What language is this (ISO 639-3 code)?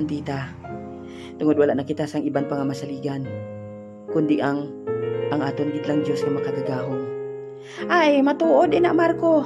hil